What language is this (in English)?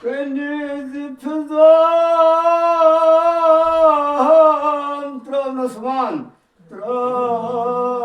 Kashmiri